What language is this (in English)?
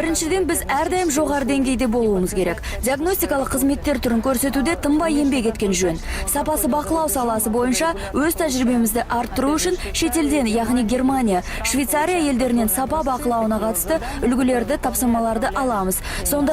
Kazakh